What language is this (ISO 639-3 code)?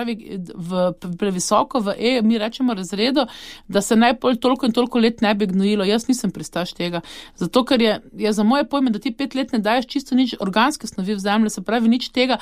slv